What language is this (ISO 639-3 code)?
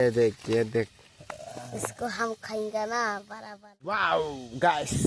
trp